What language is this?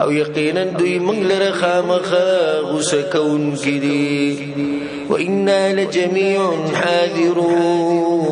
Pashto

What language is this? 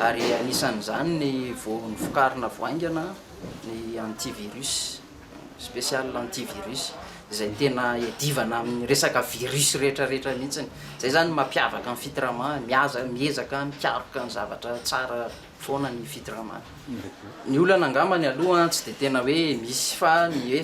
Malagasy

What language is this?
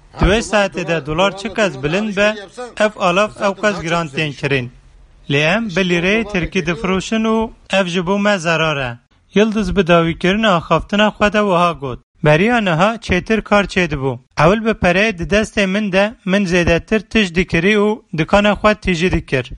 Kurdish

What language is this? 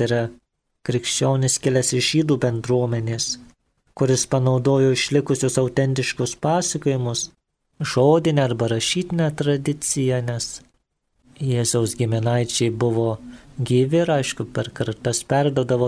Lithuanian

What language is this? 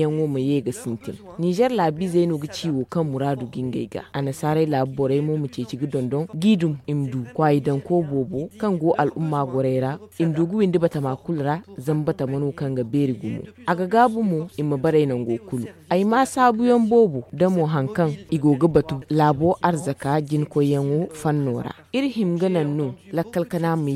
Zarma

